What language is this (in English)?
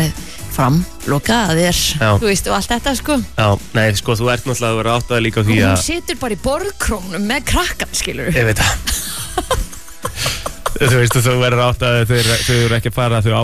Icelandic